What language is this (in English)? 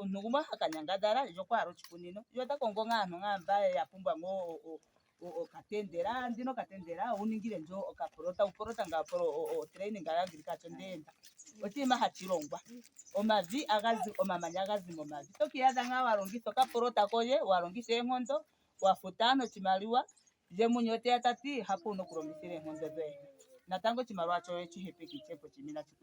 Ndonga